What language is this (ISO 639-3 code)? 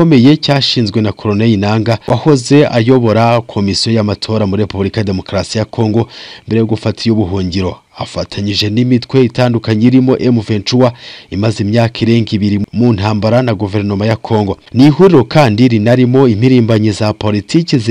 kin